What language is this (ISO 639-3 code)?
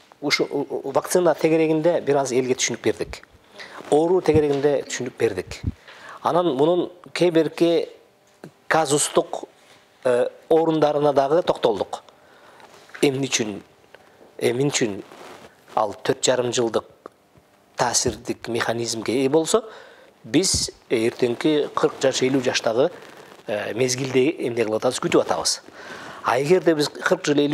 kir